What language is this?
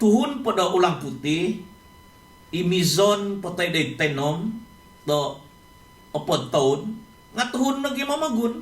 Central Dusun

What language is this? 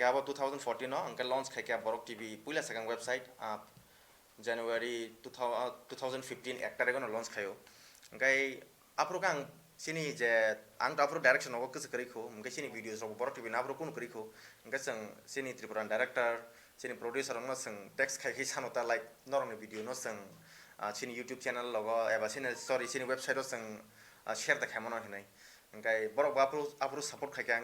Kok Borok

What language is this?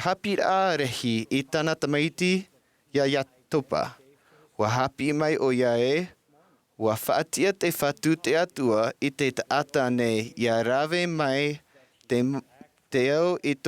Tahitian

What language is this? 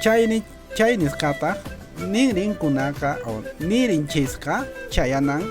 Quechua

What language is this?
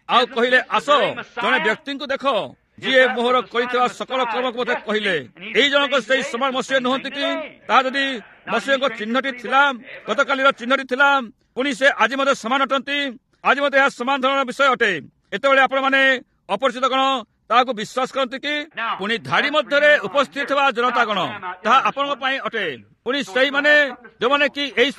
Odia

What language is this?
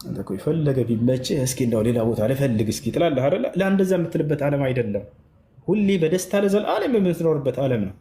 Amharic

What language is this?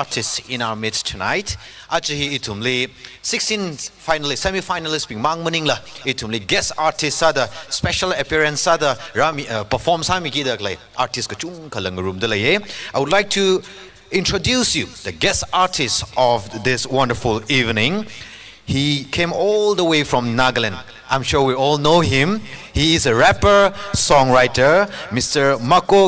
Tangkhul Naga (India)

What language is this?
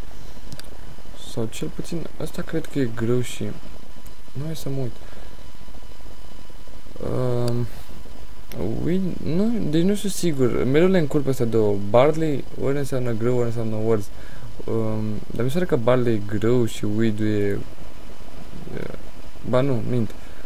Romanian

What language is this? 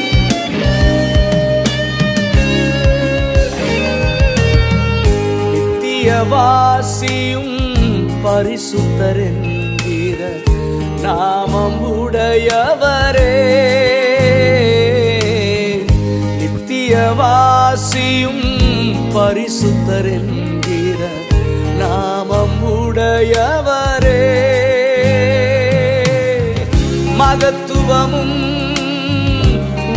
Tamil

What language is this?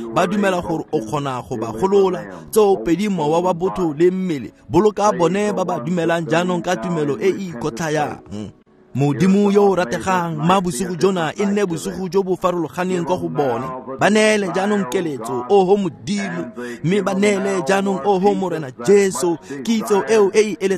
Tswana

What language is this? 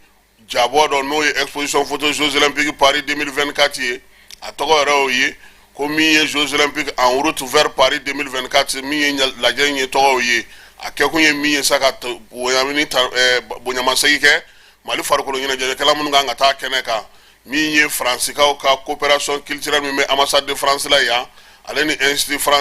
Bambara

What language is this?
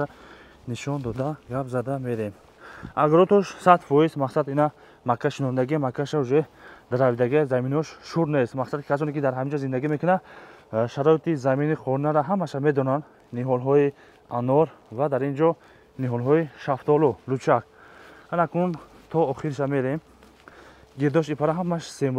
Tajik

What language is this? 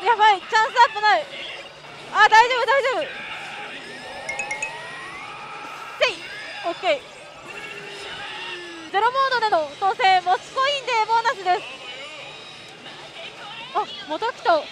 Japanese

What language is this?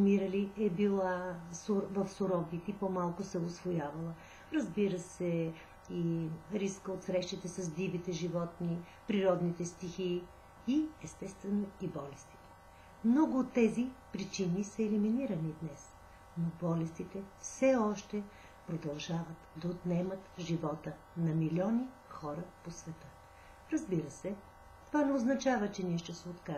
Bulgarian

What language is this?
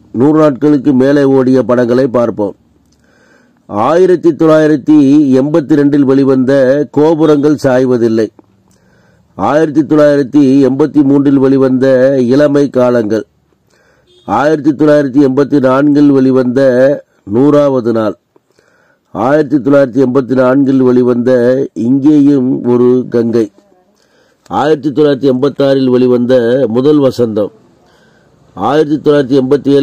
Tamil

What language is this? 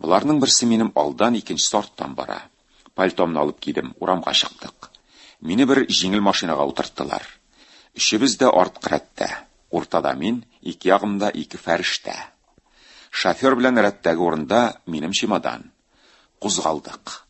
Tatar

